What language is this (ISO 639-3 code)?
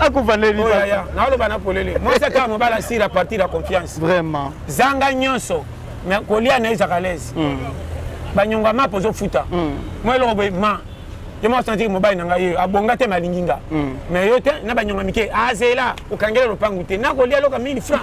lin